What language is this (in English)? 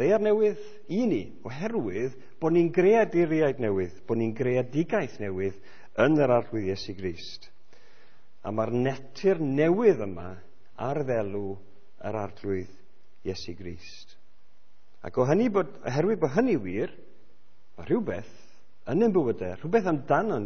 Welsh